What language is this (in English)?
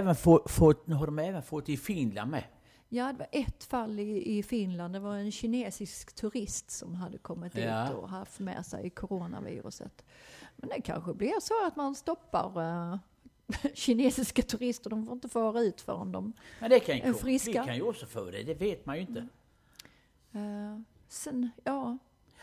Swedish